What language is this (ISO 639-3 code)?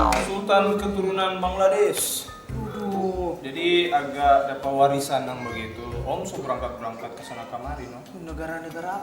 xmm